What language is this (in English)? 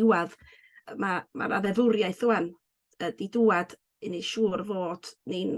Welsh